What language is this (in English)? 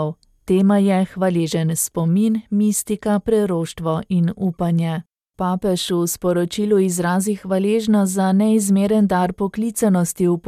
Slovenian